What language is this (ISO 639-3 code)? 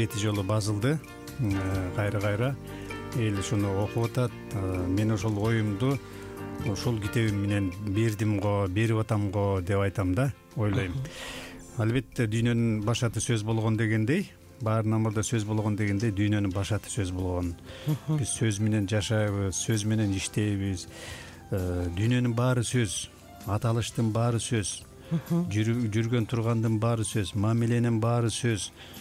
kir